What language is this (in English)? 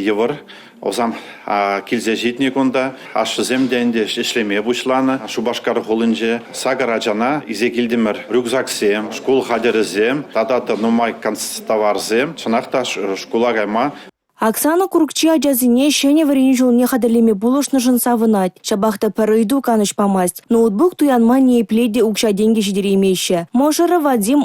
Chuvash